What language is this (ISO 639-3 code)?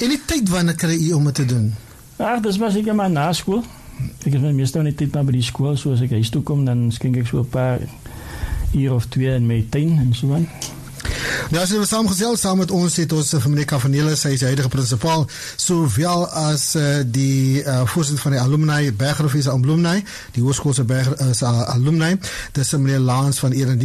afr